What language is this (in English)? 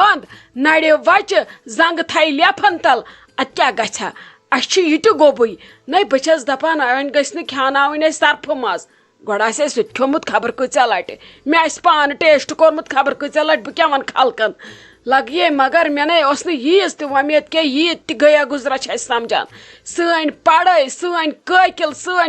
Kashmiri